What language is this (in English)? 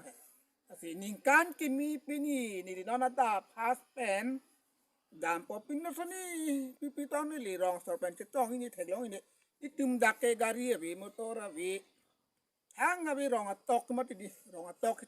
Karbi